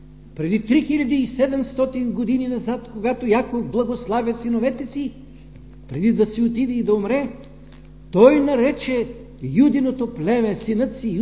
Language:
Bulgarian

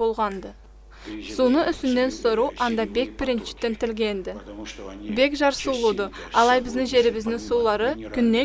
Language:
Karachay-Balkar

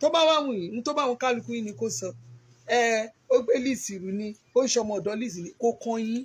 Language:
Yoruba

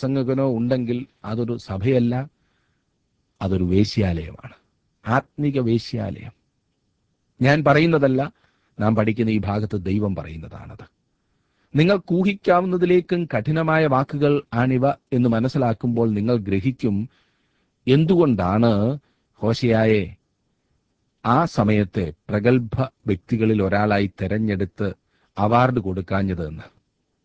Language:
Malayalam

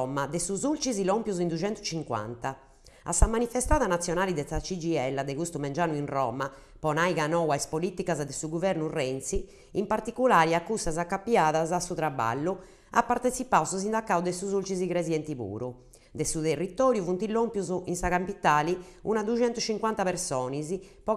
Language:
Sardinian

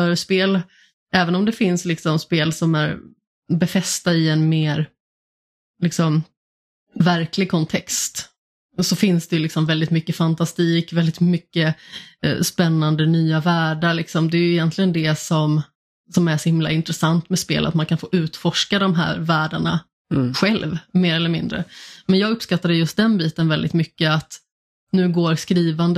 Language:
Swedish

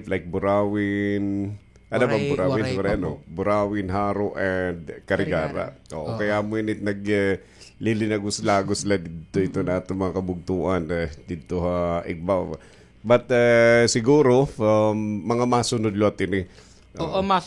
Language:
Waray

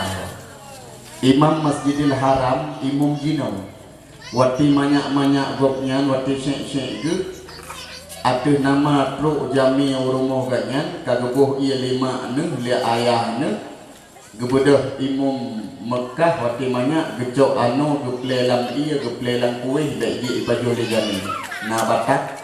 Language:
Achinese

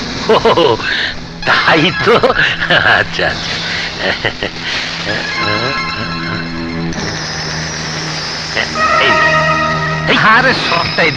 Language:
Bangla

